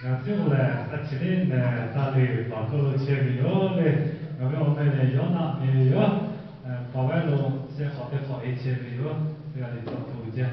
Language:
Lahu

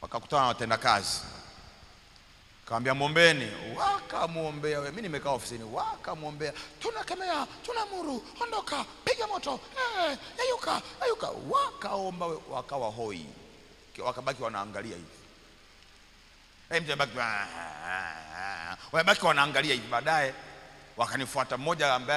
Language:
Swahili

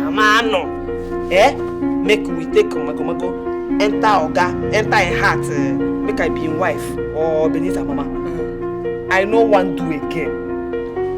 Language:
Nigerian Pidgin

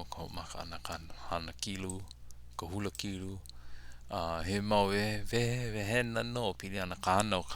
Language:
Hawaiian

